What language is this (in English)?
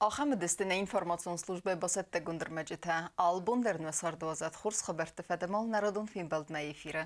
Ossetic